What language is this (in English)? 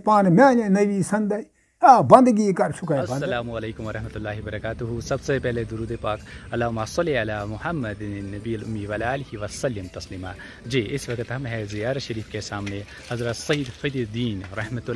Kashmiri